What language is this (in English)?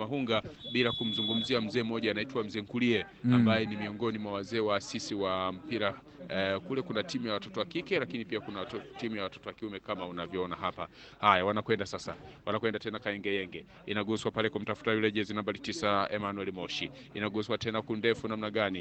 Swahili